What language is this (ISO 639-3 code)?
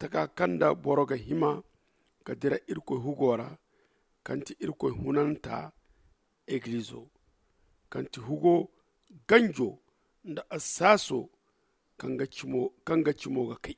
dje